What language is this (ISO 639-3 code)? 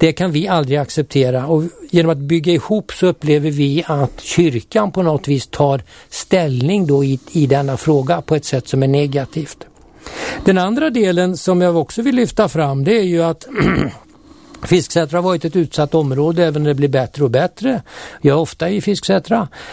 swe